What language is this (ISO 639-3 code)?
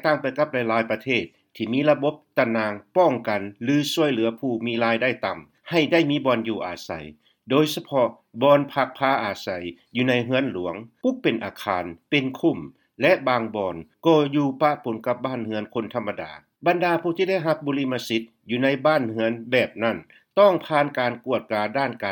lao